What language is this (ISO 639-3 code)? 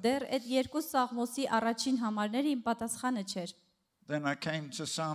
hye